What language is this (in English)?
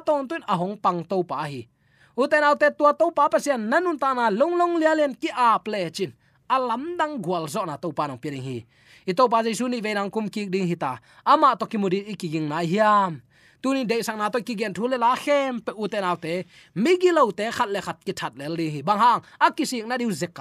Tedim Chin